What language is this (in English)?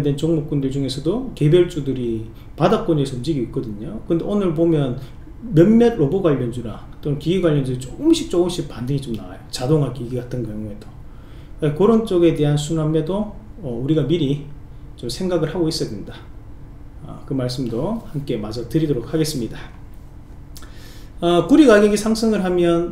Korean